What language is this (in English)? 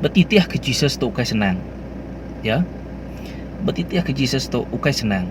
Iban